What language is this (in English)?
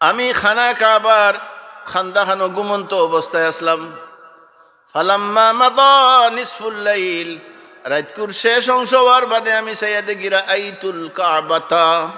Sylheti